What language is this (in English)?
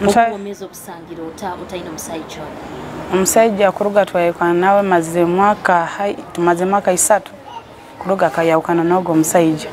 Nyoro